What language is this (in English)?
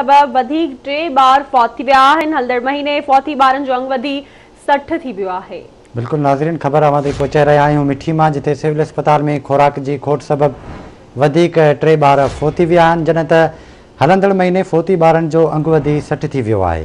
Sindhi